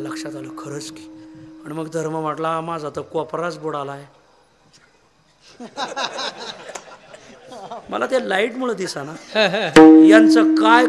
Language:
Marathi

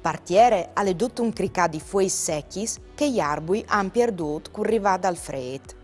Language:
Friulian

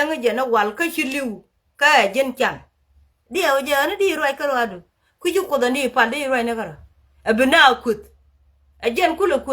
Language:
Nuer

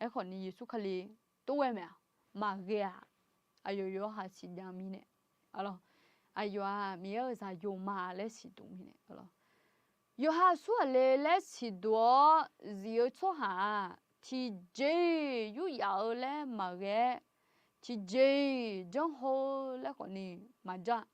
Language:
Akha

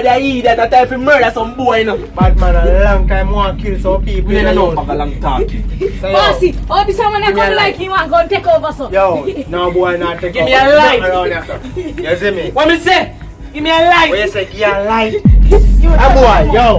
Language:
Jamaican Creole English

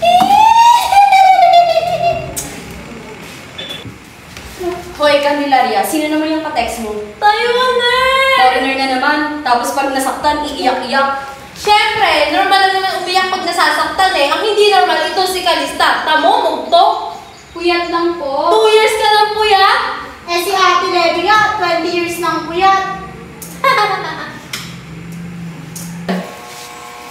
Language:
Filipino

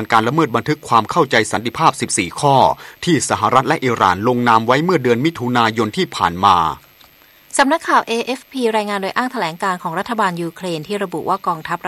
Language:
Thai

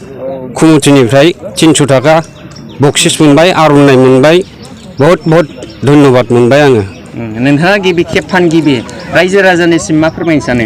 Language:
Bodo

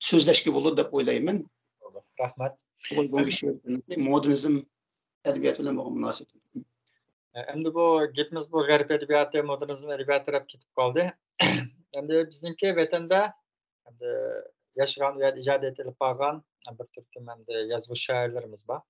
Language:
Uyghur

